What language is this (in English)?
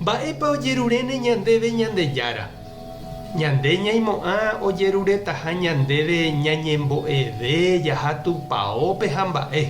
Guarani